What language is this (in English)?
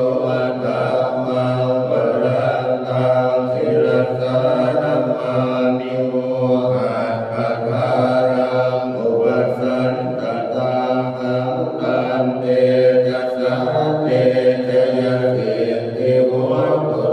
Pali